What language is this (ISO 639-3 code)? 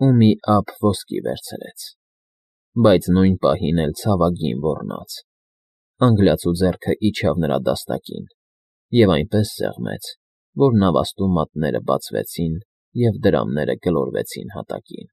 hye